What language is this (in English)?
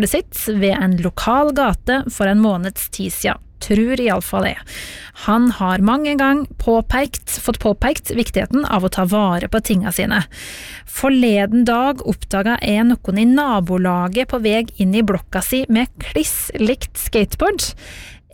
Norwegian